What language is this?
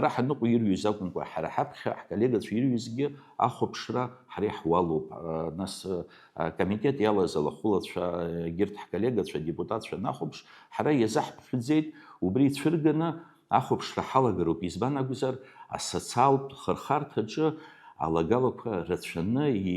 Abkhazian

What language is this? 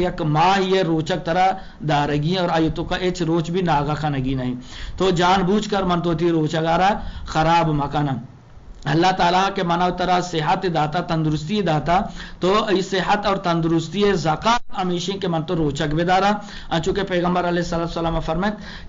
Eastern Balochi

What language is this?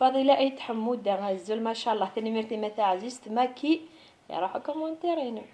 Kabyle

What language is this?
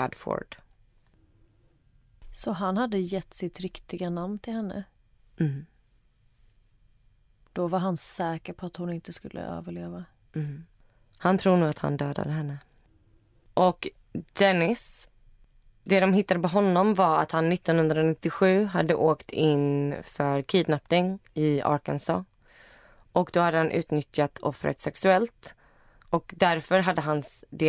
Swedish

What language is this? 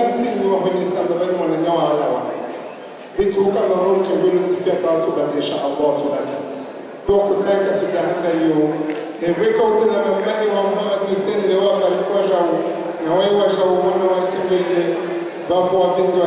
Swahili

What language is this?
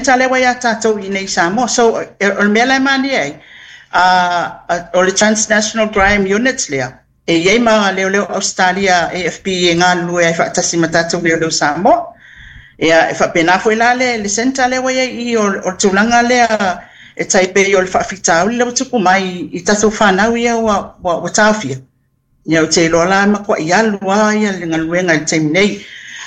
Samoan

